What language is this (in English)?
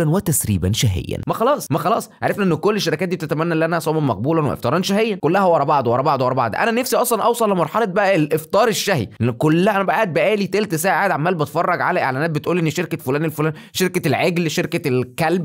Egyptian Arabic